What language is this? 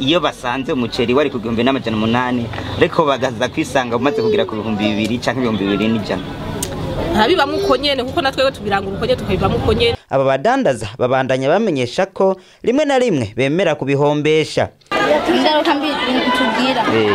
Rundi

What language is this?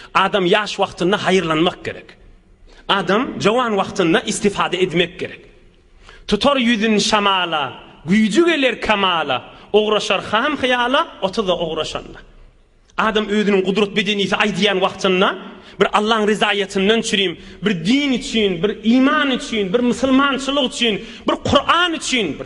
Turkmen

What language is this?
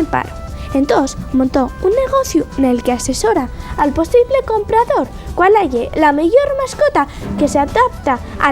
Asturian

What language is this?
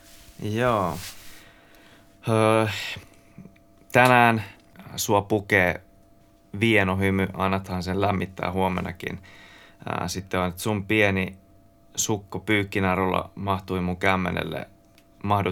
Finnish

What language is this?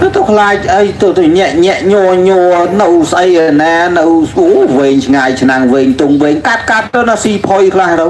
Khmer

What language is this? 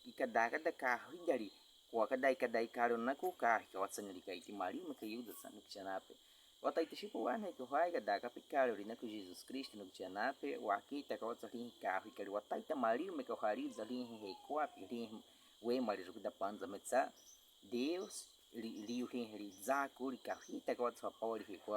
Baniwa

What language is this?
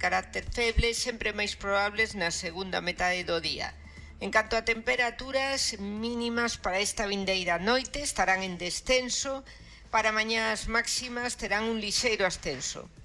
Galician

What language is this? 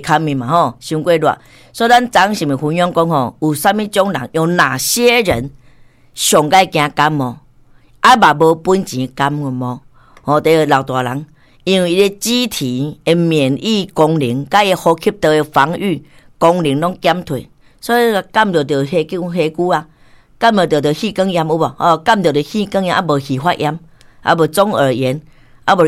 Min Nan Chinese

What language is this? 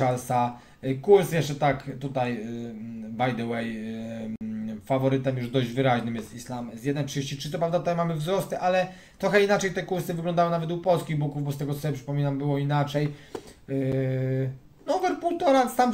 Polish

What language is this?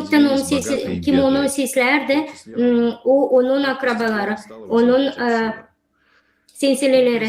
Gagauz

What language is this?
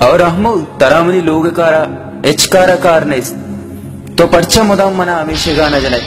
Baluchi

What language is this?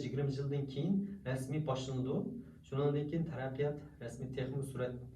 Uyghur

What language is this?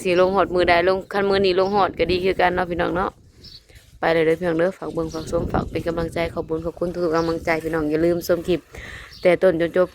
Northeastern Thai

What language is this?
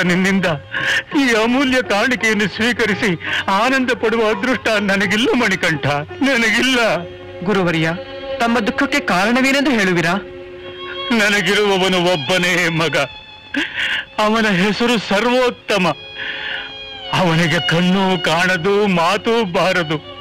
Kannada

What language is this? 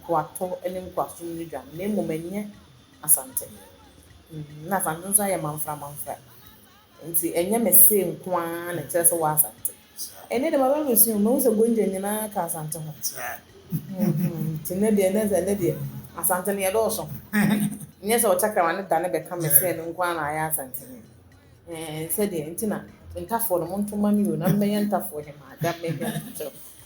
Akan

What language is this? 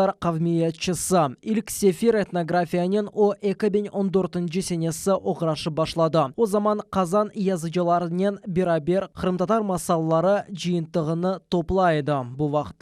Crimean Tatar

